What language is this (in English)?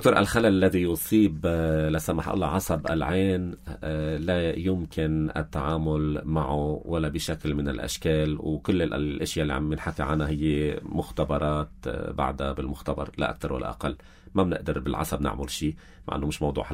North Levantine Arabic